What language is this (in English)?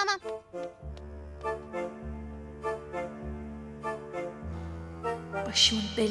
Turkish